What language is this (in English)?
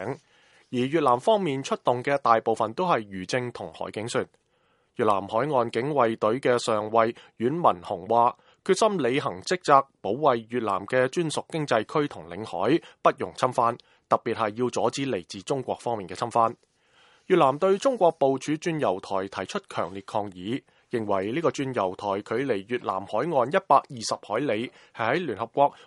Cantonese